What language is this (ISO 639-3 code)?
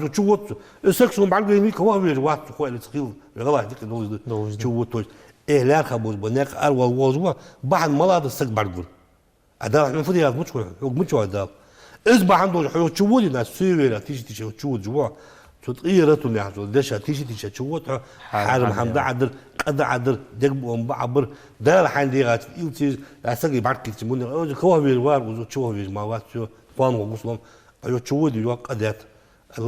inh